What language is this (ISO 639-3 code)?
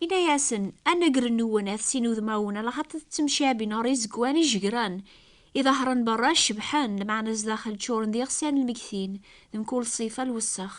kab